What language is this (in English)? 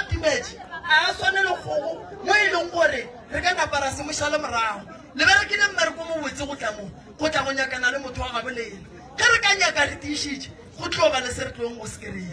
Northern Sotho